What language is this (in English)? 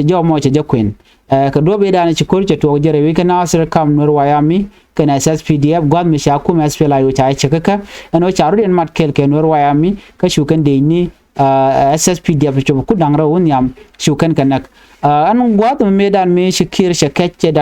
Nuer